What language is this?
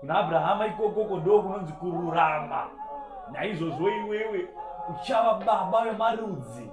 Shona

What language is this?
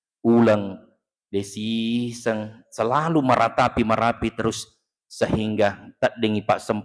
Buginese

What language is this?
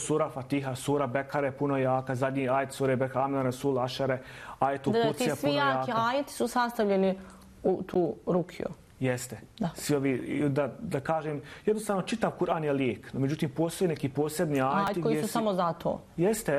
Bosnian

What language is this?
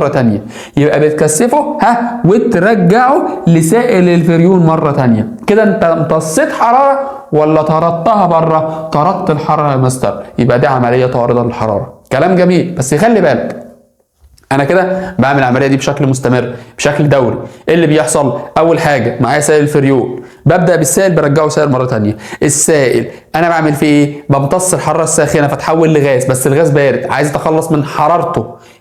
Egyptian Arabic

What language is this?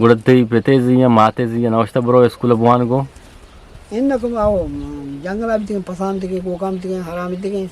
Eastern Balochi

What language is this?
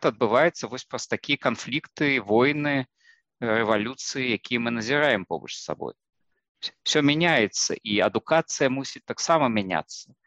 Belarusian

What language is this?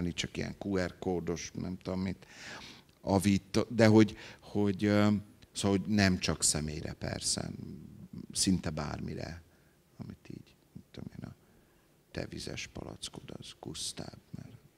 Hungarian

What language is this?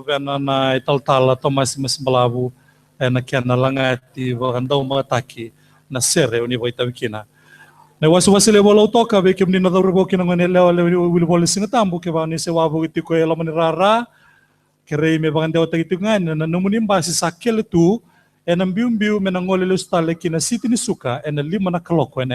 Fijian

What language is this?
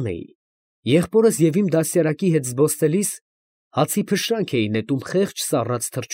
Armenian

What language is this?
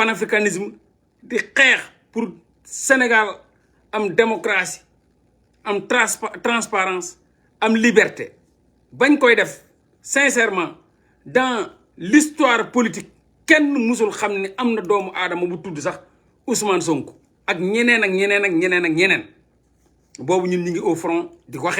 Wolof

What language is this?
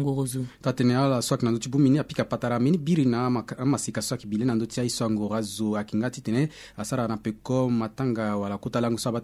Sango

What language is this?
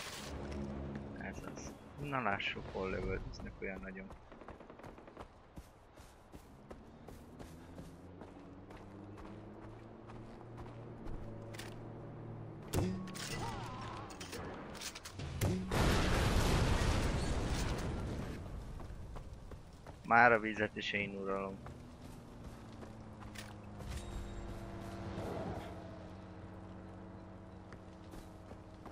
Hungarian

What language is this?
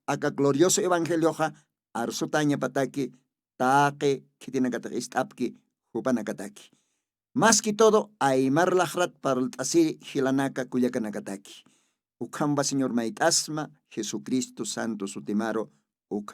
Aymara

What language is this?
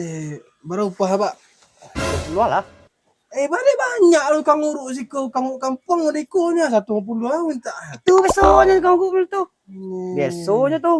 Minangkabau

